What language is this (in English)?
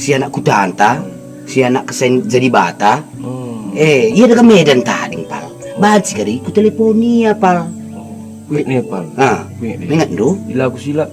Batak Karo